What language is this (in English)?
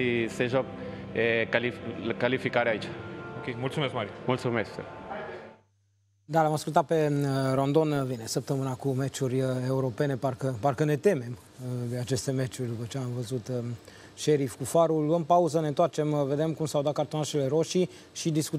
Romanian